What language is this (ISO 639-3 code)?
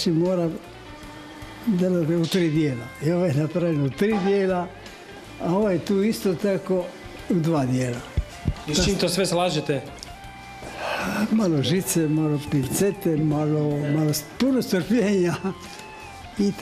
hrv